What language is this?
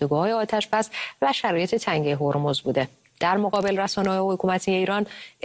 Persian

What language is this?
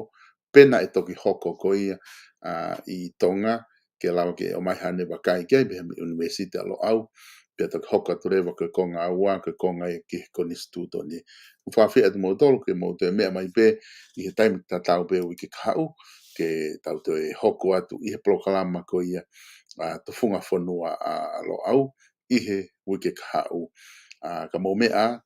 Tongan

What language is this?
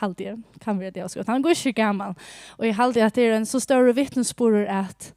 Faroese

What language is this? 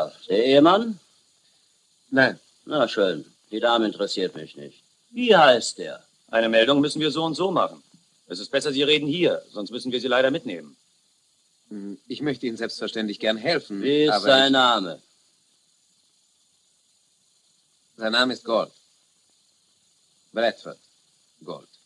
German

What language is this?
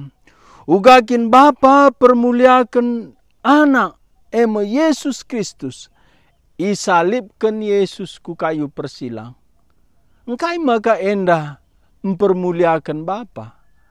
Batak Karo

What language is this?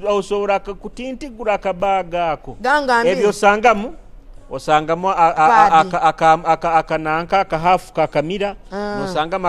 Nyoro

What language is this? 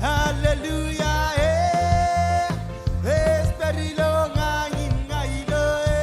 Marshallese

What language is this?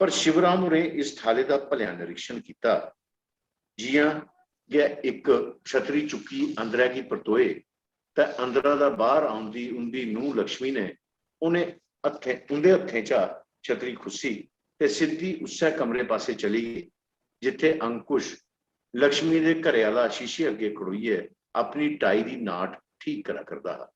Dogri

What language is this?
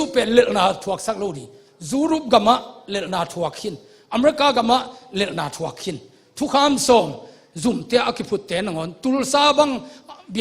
Tedim Chin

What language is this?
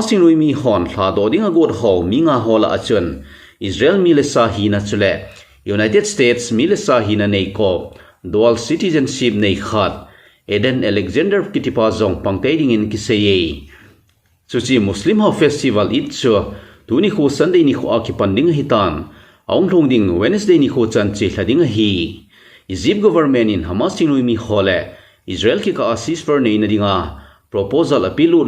Thado Chin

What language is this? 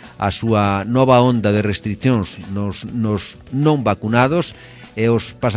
Galician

